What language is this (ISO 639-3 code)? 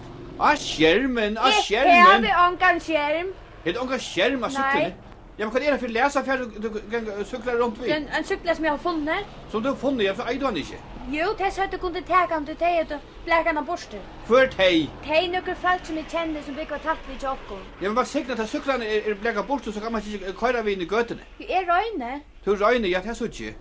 fao